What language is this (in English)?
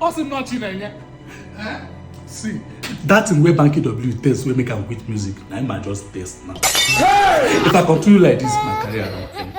Nigerian Pidgin